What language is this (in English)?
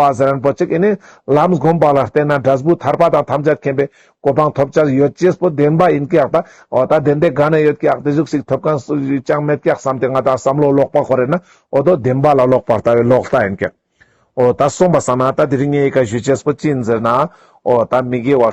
Ladakhi